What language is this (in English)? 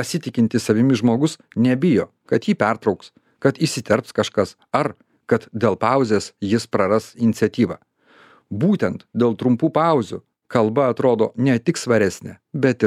Lithuanian